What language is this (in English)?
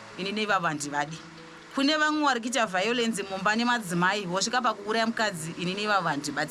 Shona